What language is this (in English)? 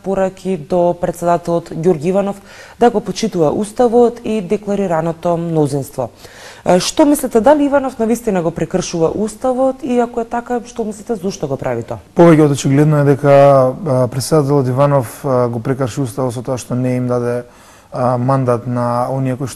Macedonian